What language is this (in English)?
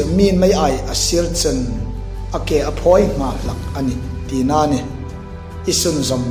Hmar